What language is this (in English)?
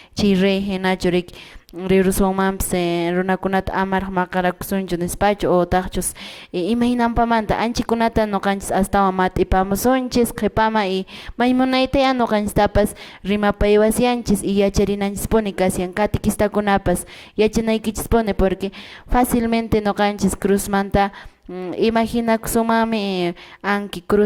Quechua